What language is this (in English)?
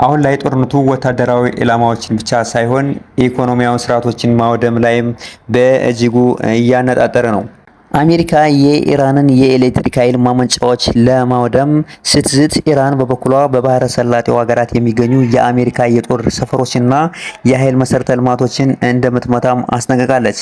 Amharic